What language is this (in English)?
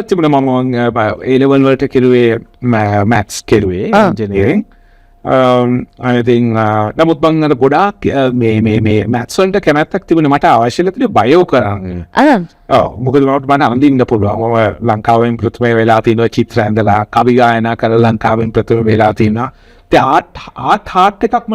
Sinhala